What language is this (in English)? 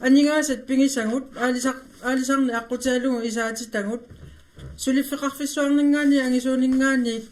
Kalaallisut